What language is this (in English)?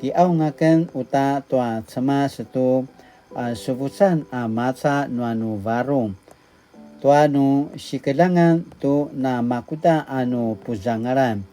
Paiwan